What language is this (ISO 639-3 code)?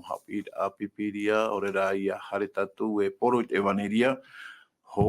tah